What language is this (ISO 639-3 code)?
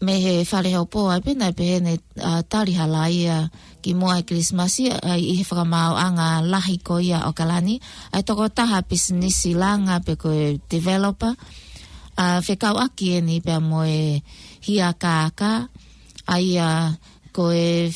ton